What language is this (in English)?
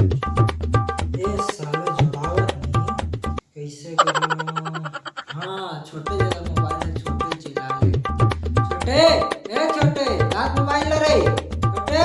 Chhattisgarhi